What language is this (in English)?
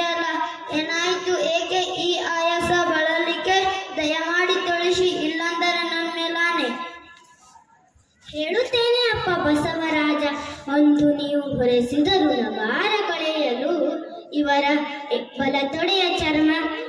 Kannada